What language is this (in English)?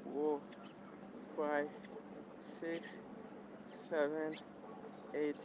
Manipuri